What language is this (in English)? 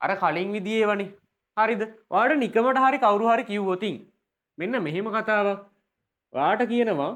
Sinhala